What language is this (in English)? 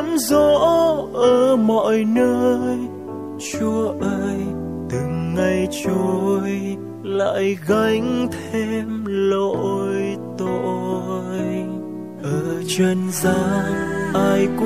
Vietnamese